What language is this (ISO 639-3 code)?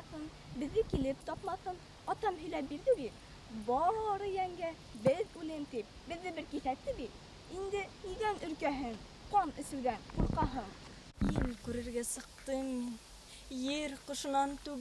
bak